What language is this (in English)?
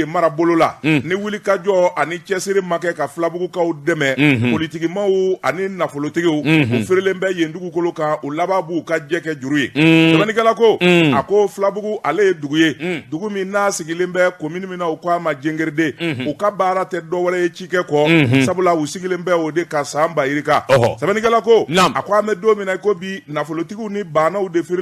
Bambara